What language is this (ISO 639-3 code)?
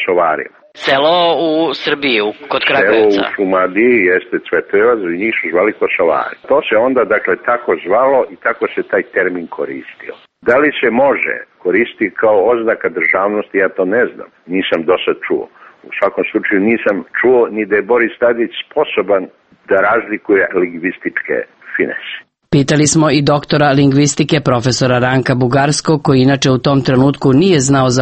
srp